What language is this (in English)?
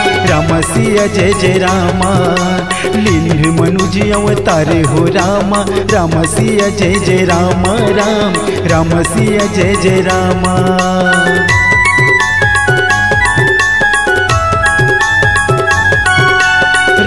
Chhattisgarhi